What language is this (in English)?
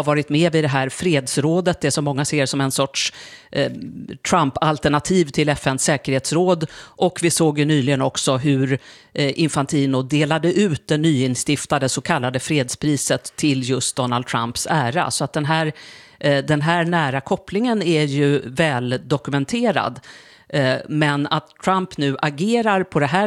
Swedish